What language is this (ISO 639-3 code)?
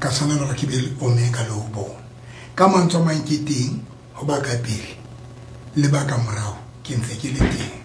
sot